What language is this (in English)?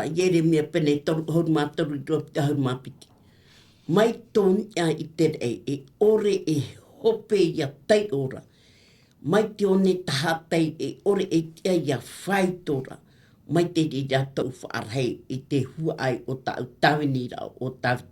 Tahitian